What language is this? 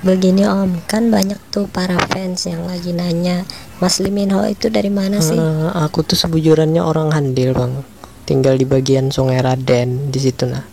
Banjar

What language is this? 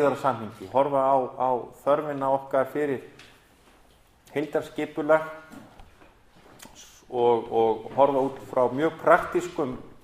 Icelandic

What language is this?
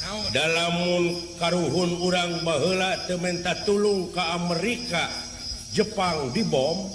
Sundanese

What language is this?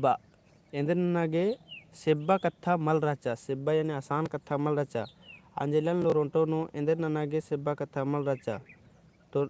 Kurukh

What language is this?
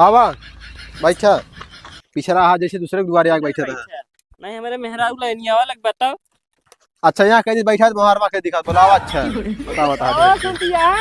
Awadhi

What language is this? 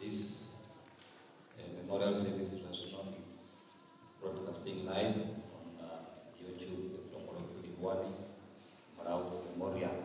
Venda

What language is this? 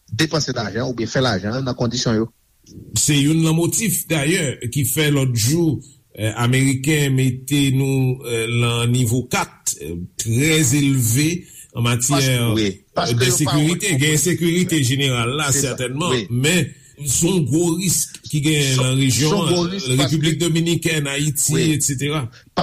Haitian Creole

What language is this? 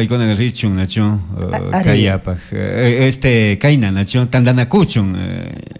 Chimborazo Highland Quichua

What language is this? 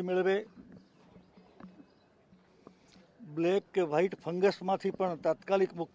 Gujarati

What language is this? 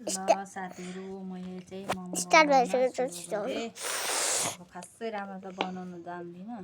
Nepali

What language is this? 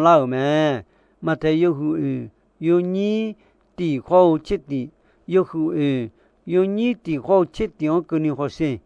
Akha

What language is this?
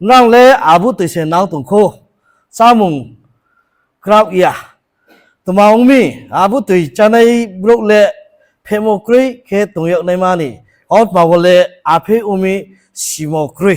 Riang (India)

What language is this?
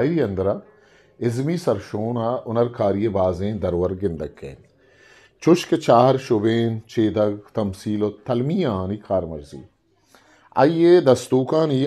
Eastern Balochi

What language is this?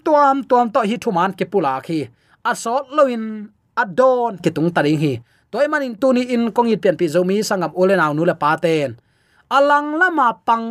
Tedim Chin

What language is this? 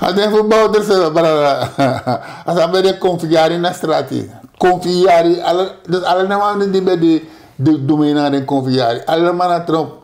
Sranan Tongo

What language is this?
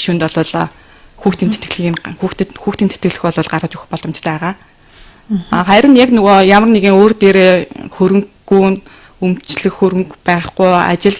Mongolian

